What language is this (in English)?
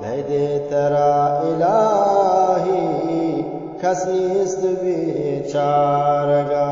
Eastern Balochi